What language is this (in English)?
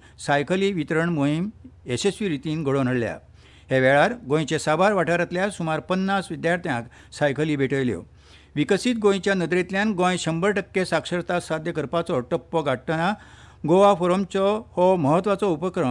Konkani